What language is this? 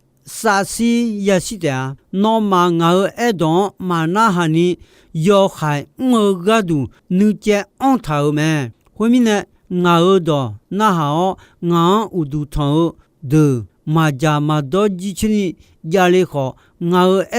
Akha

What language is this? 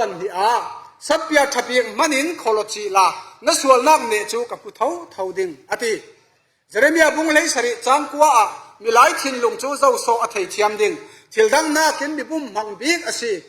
Falam Chin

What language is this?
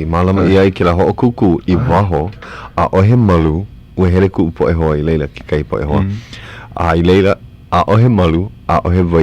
Hawaiian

